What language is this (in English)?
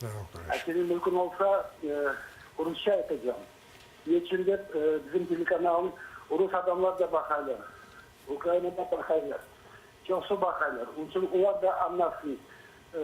Crimean Tatar